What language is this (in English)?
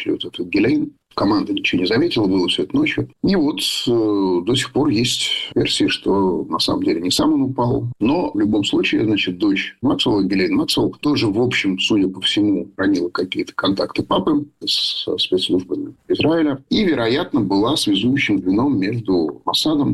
Russian